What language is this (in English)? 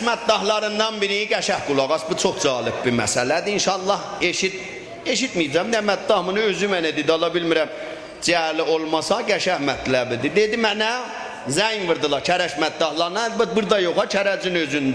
South Azerbaijani